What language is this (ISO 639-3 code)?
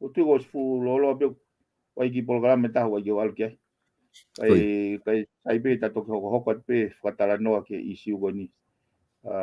ton